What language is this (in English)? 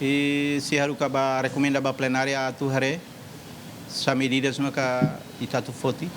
Tetum